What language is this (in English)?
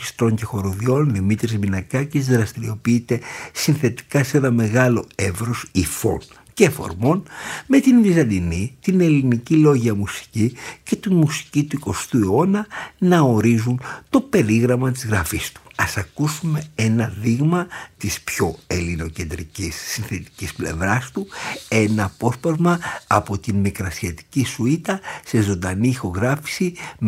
Greek